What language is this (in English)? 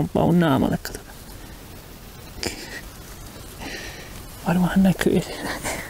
Finnish